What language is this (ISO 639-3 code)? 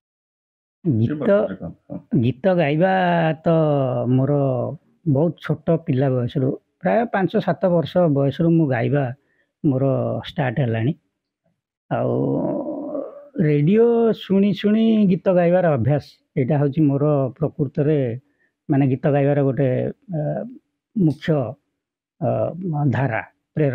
ori